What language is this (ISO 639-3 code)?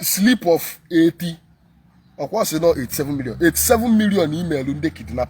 ibo